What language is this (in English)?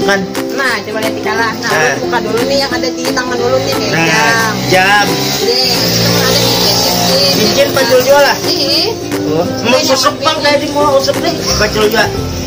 Banjar